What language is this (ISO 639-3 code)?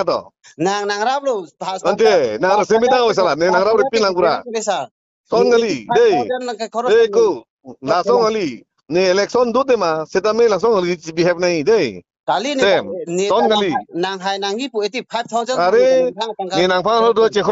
mjw